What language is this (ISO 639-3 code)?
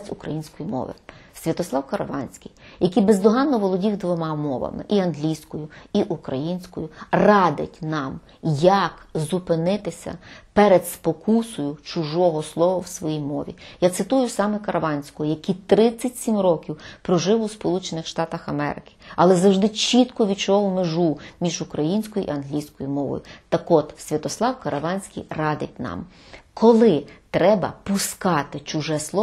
ukr